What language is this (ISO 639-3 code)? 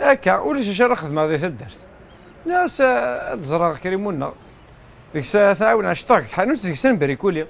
kab